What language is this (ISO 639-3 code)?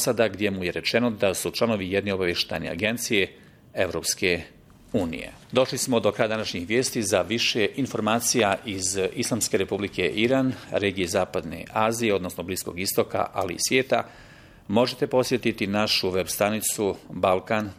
bos